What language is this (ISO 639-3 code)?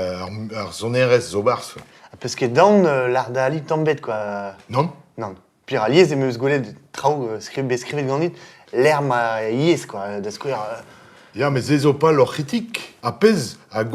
bre